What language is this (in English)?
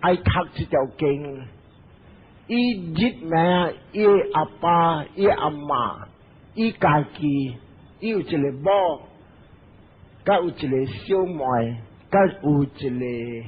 Min Nan Chinese